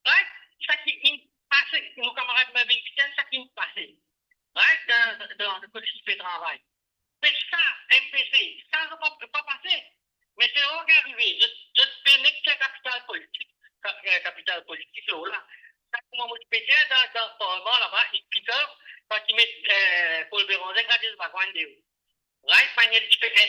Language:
Morisyen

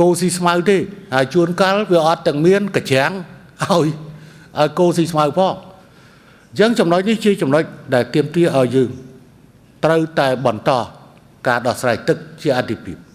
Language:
Khmer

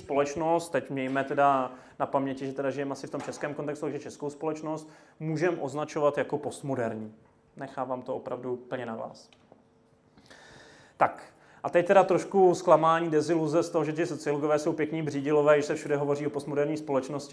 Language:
Czech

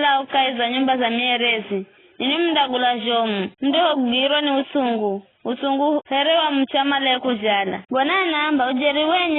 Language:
Giryama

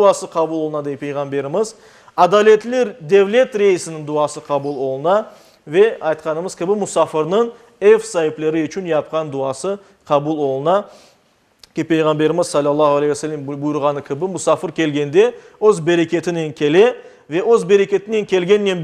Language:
Crimean Tatar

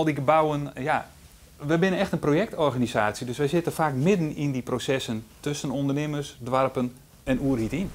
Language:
Western Frisian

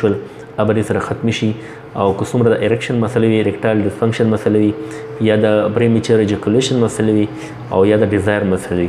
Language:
Pashto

